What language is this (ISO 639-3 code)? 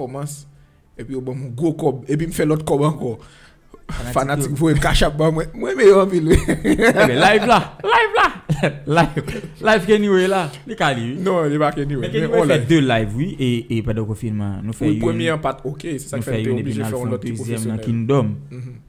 hat